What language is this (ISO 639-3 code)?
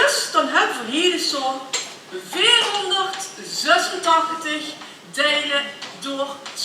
lim